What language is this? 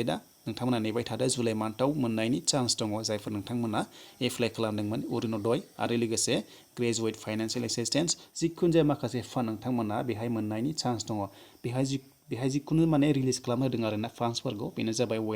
Bodo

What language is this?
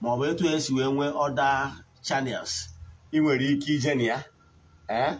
Igbo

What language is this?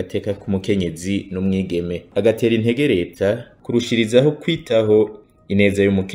Rundi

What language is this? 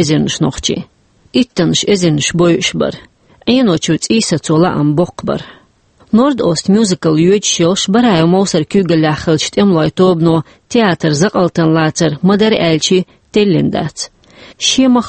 Chechen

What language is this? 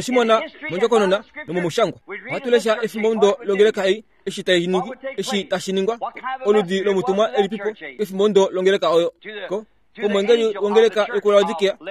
Kuanyama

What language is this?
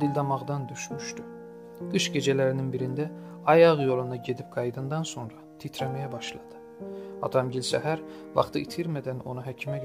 South Azerbaijani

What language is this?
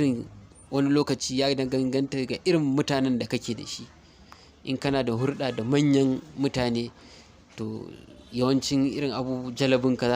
Hausa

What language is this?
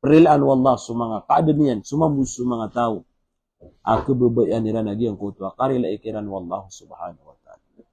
Maranao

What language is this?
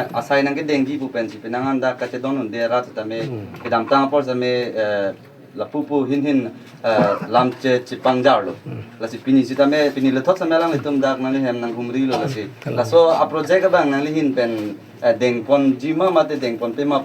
Karbi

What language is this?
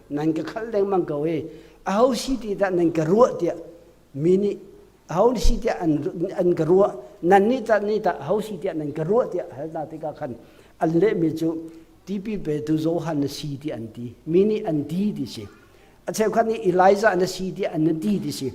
Hakha Chin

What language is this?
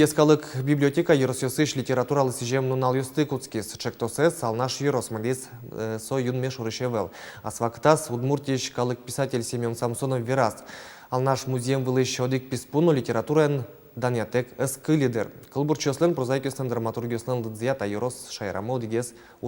Udmurt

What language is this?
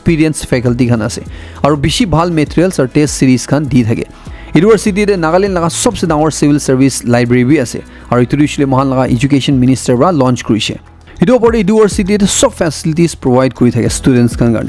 Naga Pidgin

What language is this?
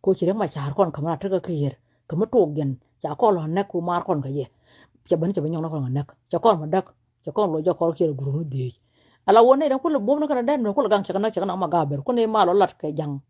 Nuer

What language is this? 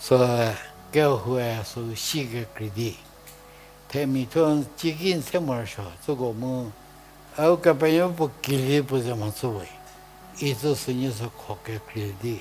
Angami Naga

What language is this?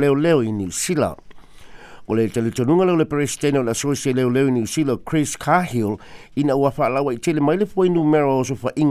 Samoan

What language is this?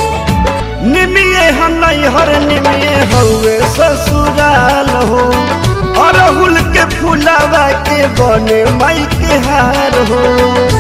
Bhojpuri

